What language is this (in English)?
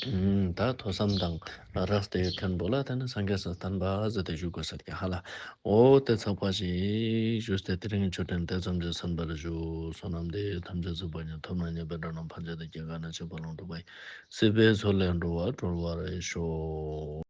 Ladakhi